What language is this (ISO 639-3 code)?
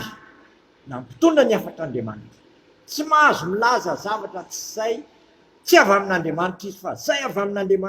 mlg